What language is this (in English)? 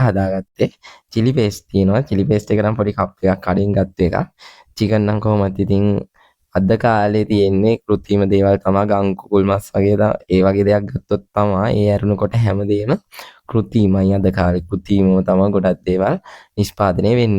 Sinhala